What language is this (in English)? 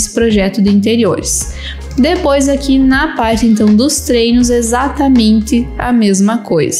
Portuguese